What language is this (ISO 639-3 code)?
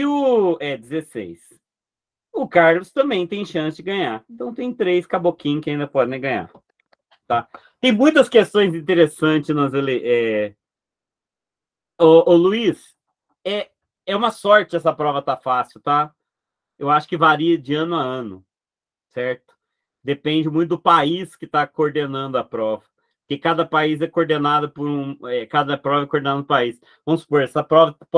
por